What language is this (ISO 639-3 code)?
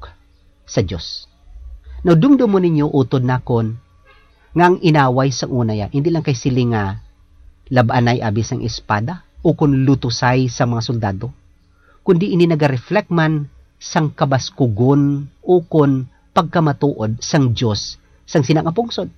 hil